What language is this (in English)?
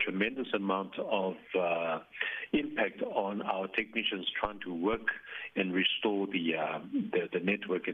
English